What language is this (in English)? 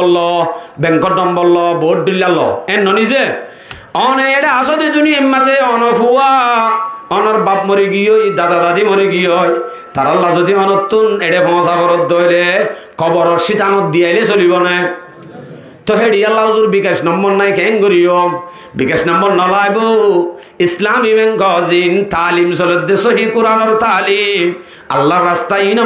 Rohingya